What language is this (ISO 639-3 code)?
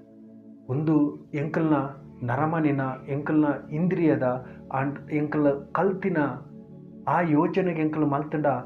tcy